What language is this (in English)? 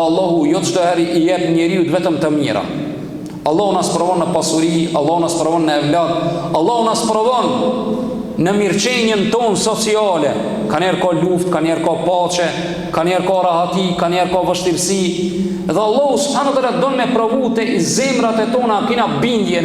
Albanian